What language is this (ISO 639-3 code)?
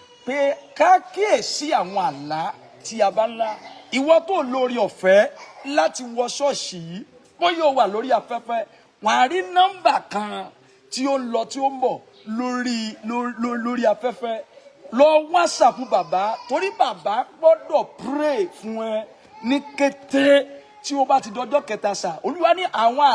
yor